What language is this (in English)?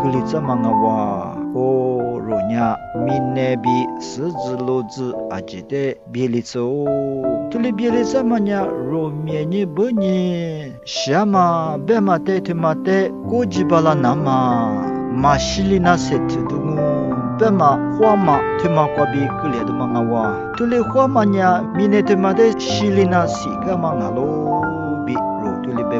Lisu